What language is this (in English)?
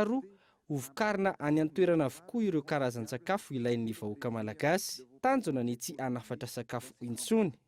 Malagasy